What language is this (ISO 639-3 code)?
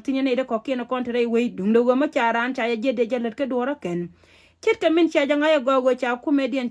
nus